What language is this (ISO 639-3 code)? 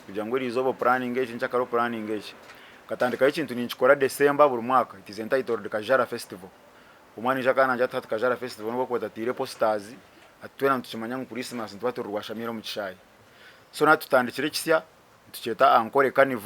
nyn